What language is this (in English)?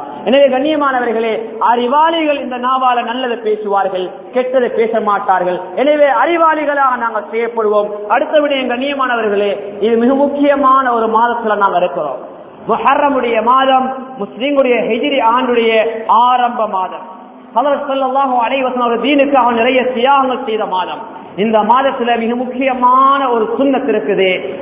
Tamil